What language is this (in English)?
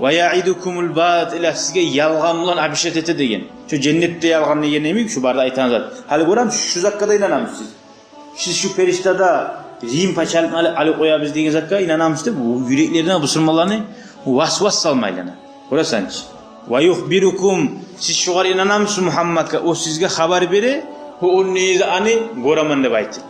Kumyk